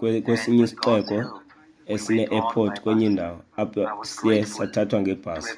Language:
Xhosa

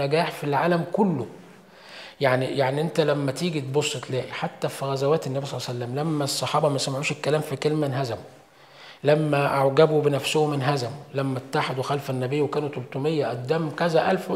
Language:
Egyptian Arabic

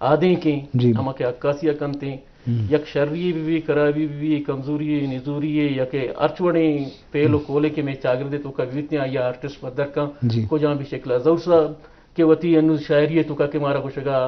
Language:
Eastern Balochi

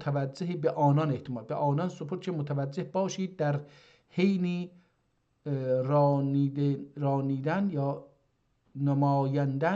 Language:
South Azerbaijani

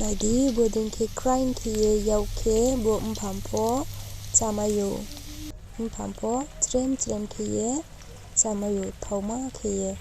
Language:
Riang (India)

